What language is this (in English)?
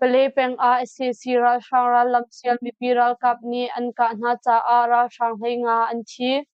Hakha Chin